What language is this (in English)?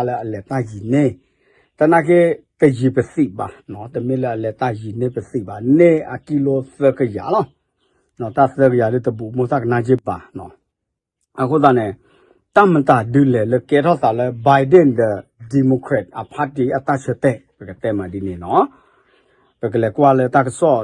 S'gaw Karen